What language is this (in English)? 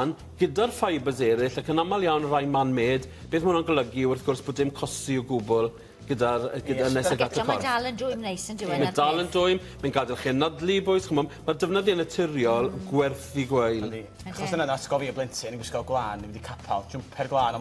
Welsh